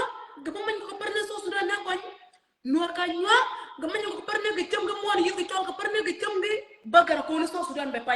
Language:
Nuer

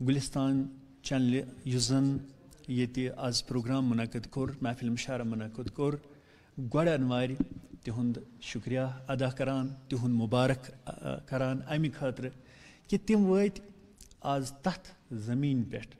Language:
Kashmiri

